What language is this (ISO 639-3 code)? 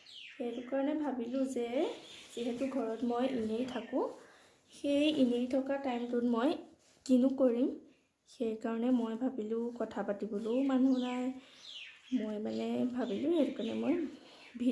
asm